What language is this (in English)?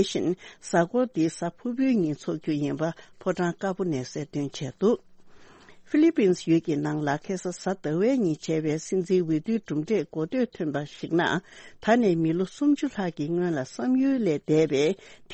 Tibetan